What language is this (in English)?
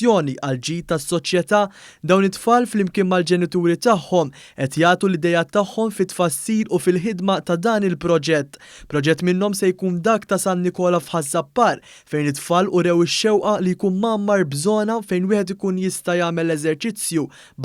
Maltese